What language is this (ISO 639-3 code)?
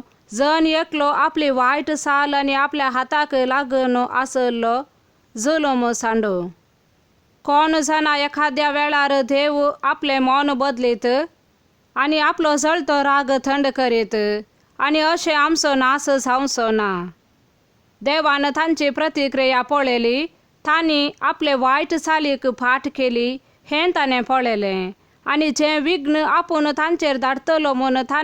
kok